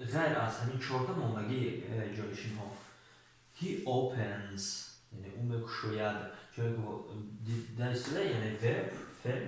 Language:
Tajik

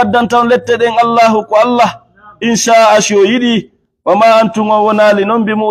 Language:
Fula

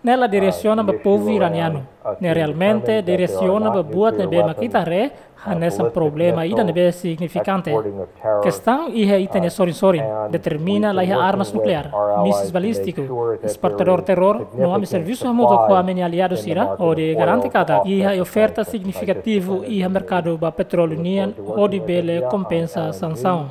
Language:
Tetum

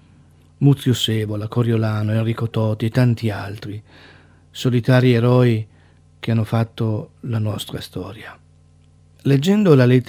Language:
Italian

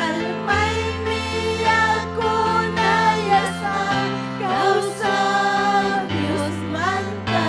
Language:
Ayacucho Quechua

